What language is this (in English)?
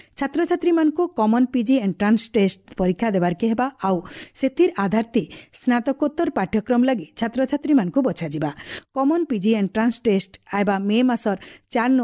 Odia